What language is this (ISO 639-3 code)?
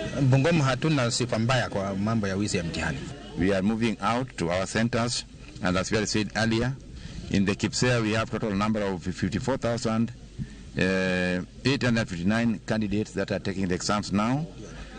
luo